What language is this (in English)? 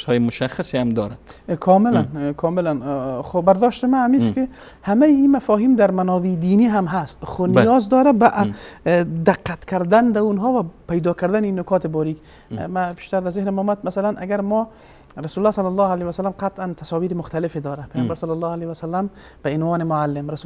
Persian